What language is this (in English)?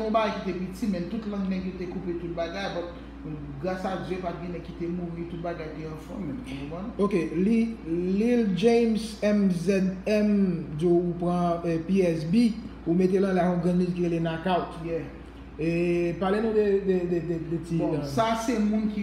Haitian Creole